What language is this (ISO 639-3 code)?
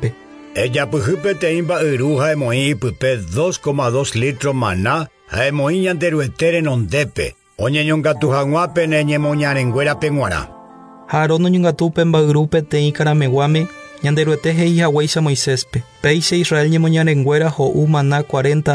grn